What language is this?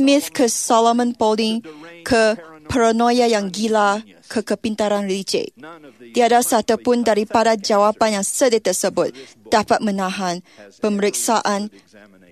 Malay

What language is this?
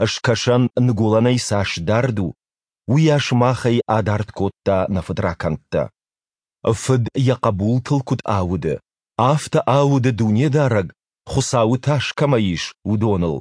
Ossetic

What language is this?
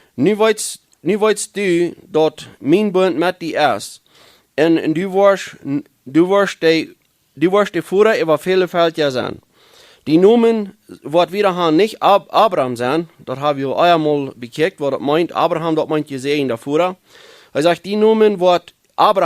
Plautdietsch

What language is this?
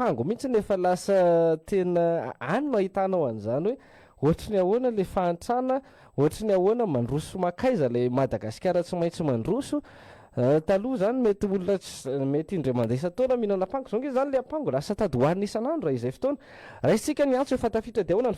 Malagasy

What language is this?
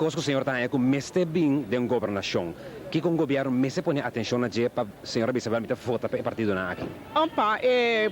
Papiamento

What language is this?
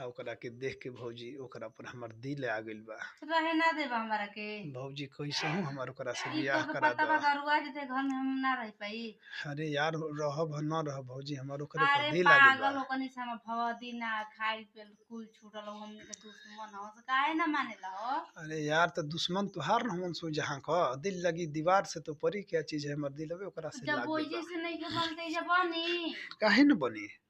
Bhojpuri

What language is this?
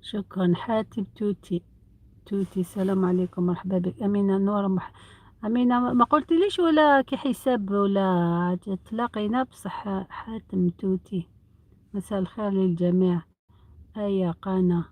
Algerian Arabic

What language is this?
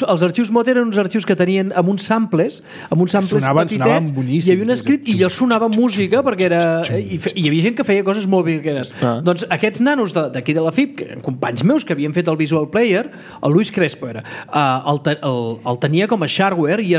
Catalan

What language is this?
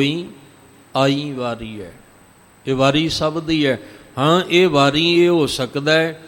Punjabi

